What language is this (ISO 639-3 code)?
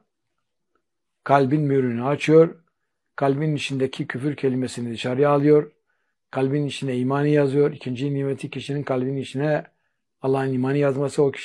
tur